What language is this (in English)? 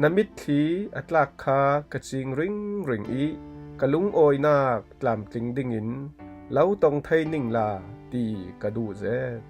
Falam Chin